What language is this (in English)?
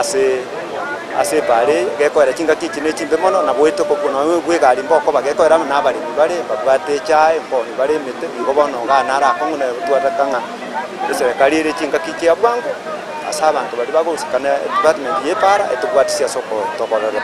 Gusii